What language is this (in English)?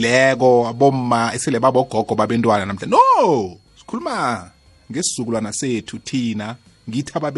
South Ndebele